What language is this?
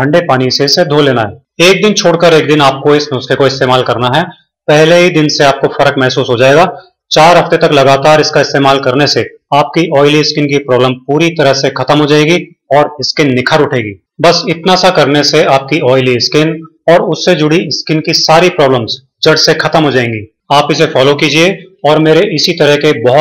Hindi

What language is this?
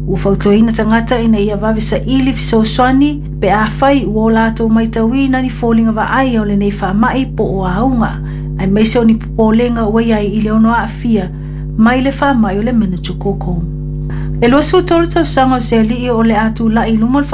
Samoan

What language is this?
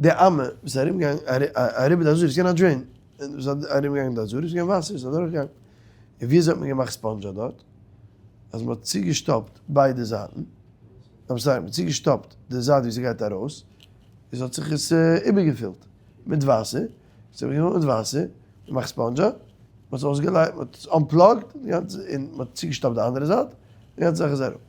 Yiddish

